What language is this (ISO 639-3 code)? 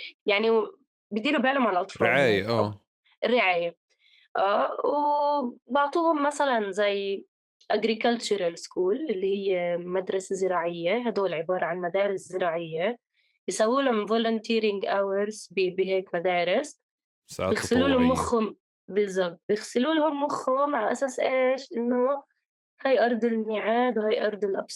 apc